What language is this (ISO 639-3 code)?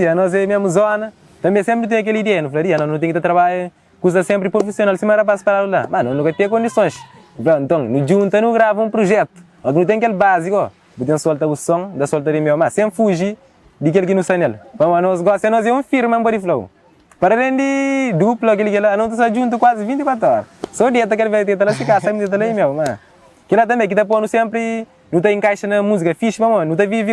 kea